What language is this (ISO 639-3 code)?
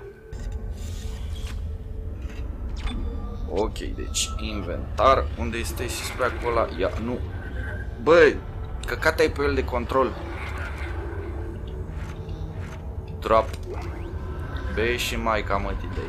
ron